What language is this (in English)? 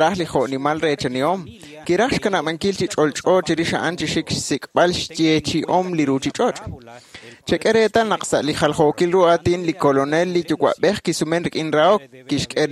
Kekchí